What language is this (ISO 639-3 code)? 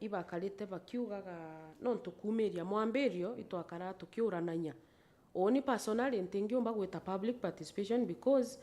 mer